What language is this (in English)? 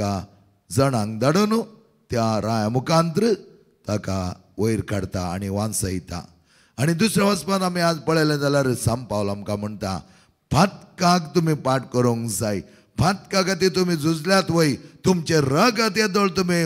Konkani